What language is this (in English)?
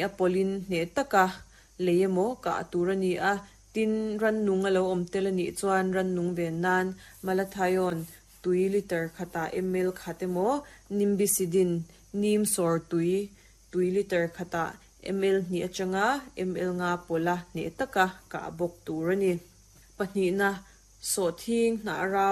Mizo